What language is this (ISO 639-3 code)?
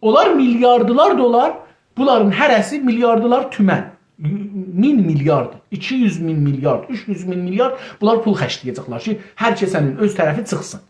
azb